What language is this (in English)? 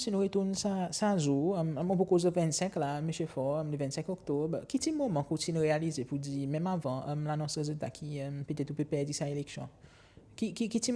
Seselwa Creole French